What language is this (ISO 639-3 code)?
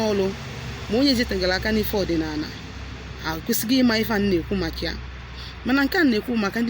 ibo